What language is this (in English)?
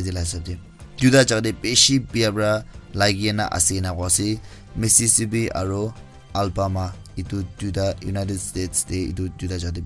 Naga Pidgin